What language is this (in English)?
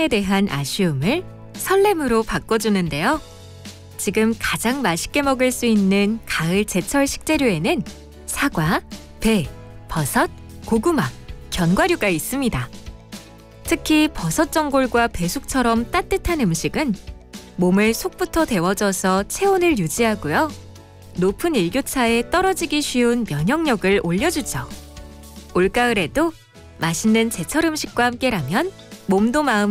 Korean